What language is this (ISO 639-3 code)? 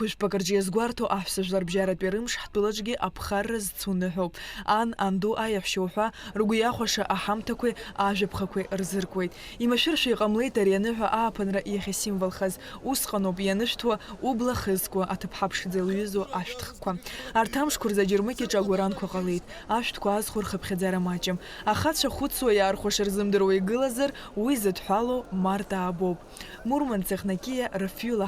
abk